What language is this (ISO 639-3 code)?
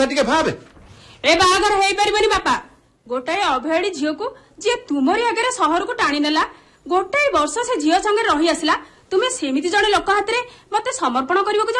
ori